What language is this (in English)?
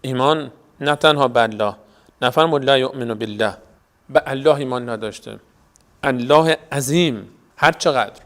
Persian